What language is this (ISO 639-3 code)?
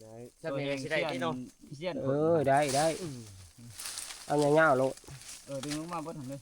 tts